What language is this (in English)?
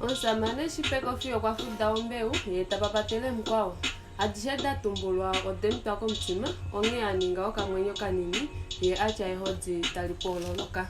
Kuanyama